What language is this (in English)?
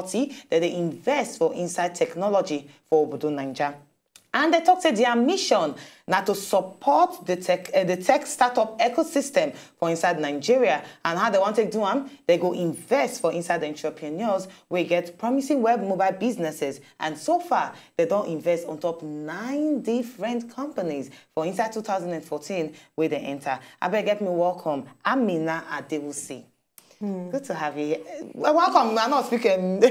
Nigerian Pidgin